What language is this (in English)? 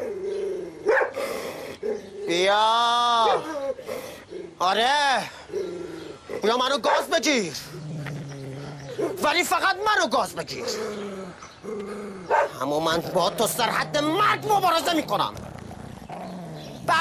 Persian